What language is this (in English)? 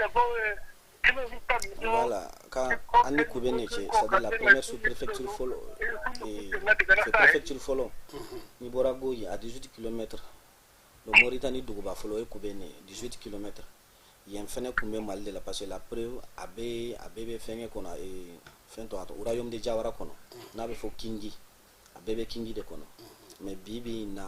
Bambara